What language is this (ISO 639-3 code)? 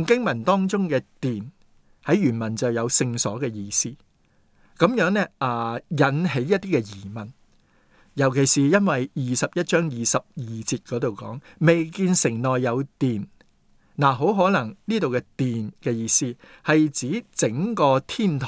yue